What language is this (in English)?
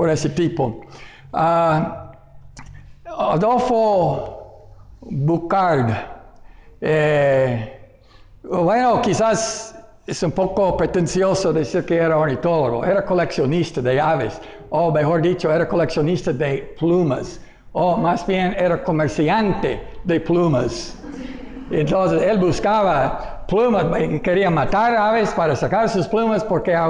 Spanish